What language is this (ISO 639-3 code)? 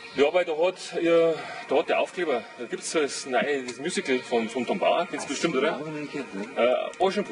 bar